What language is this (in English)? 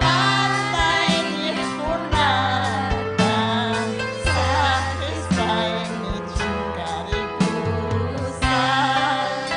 Ayacucho Quechua